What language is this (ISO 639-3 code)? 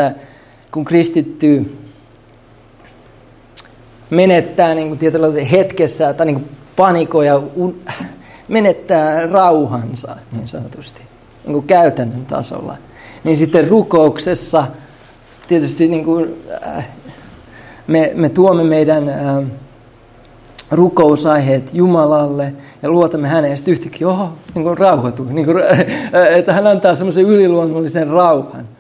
fin